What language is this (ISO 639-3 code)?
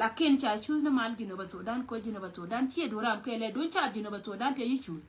nus